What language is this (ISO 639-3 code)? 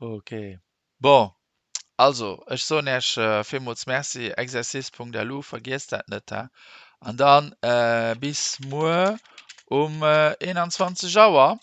ltz